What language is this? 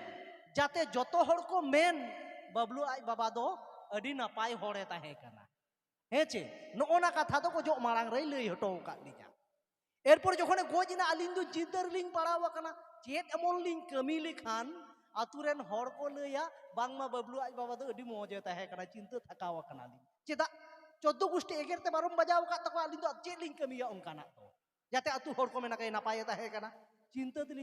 Santali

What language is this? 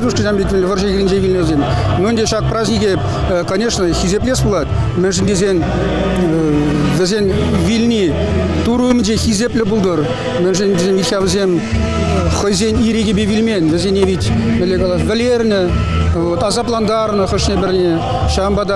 Chuvash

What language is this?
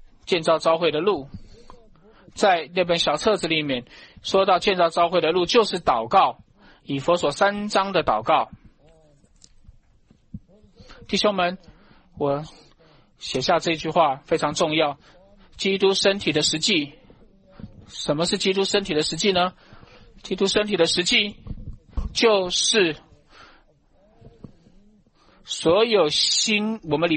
Chinese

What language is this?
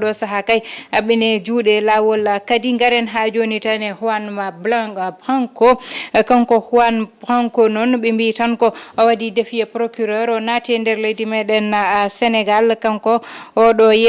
Fula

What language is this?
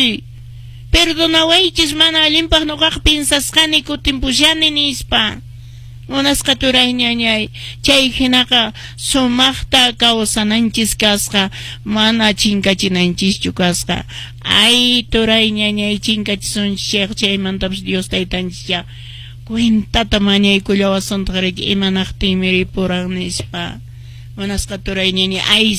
Quechua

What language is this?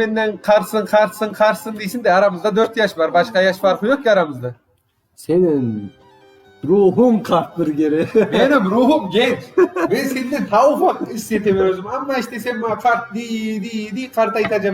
Crimean Tatar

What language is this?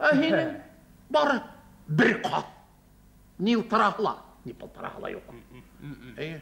Bashkir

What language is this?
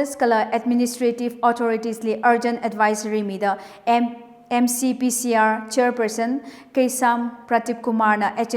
Tangkhul Naga (India)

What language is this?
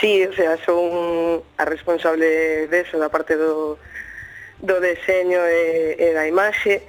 Galician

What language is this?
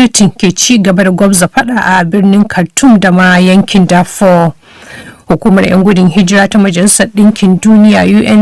Hausa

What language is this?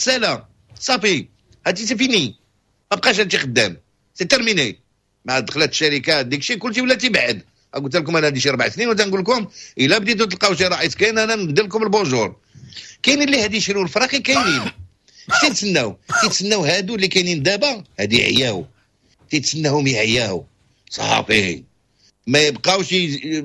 Moroccan Arabic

